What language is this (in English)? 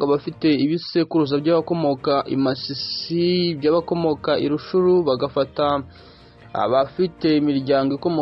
Kinyarwanda